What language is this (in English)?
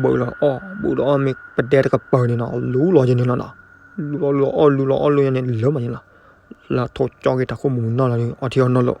S'gaw Karen